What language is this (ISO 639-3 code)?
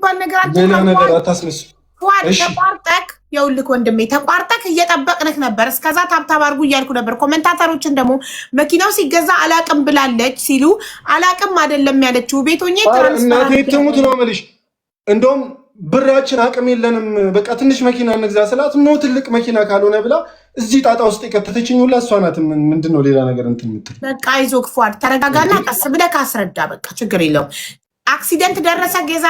amh